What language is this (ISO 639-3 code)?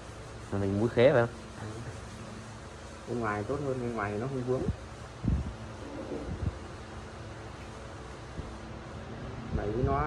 vie